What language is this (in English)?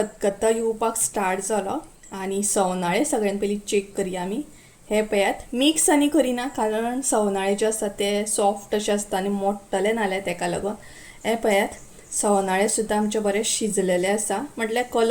Konkani